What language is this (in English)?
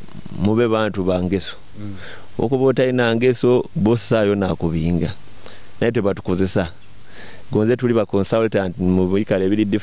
Nyoro